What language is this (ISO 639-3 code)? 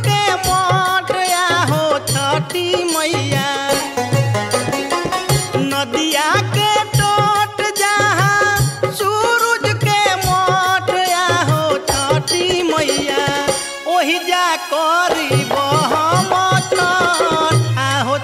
bho